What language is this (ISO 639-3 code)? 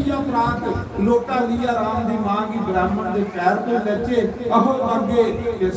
doi